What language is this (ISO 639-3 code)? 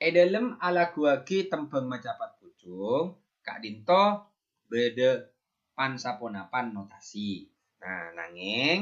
mad